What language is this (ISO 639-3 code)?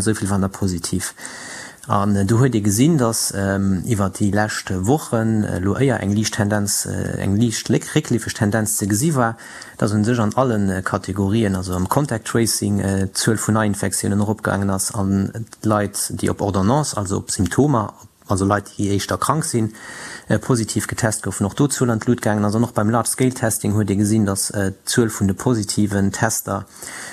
ltz